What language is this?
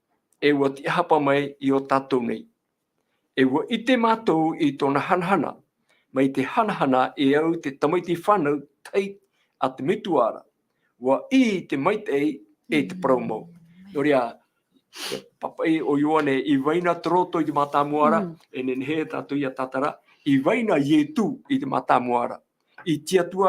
Tahitian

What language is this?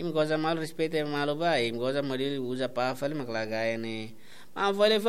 Tetum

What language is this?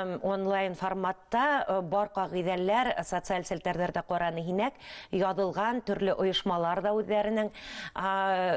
Bashkir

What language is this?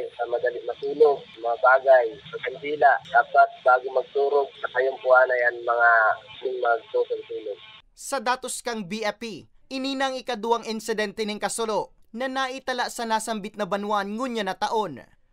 Bikol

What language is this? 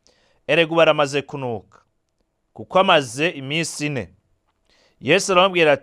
Rundi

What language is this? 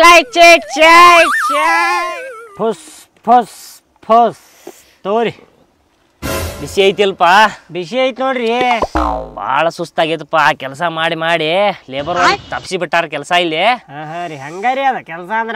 Kannada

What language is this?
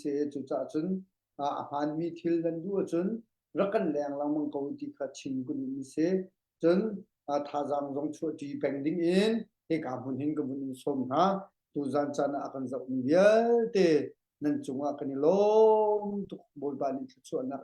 Hakha Chin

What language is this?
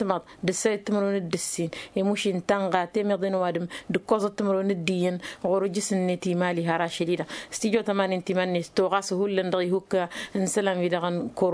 Tamasheq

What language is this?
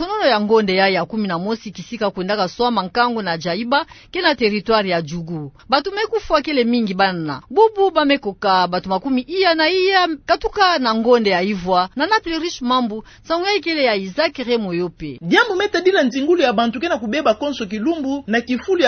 Kituba (Democratic Republic of Congo)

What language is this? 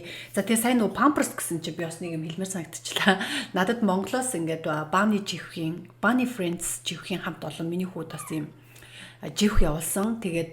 Mongolian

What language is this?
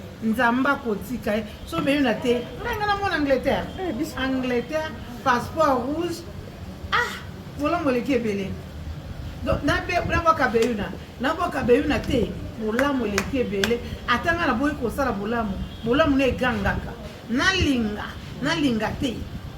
Lingala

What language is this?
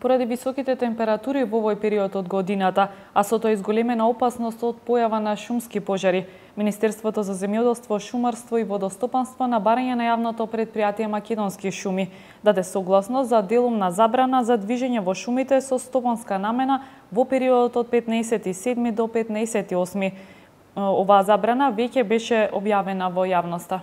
Macedonian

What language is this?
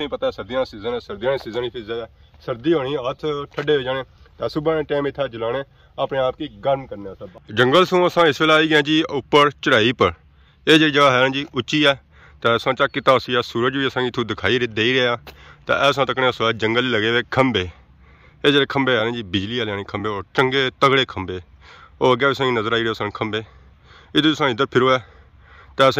Pahari-Potwari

